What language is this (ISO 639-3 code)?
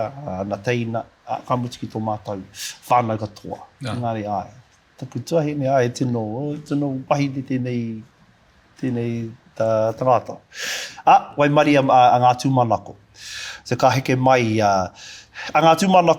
mri